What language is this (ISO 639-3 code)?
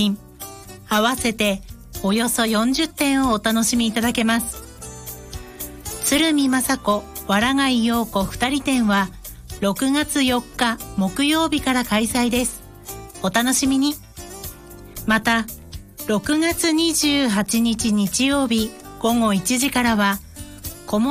jpn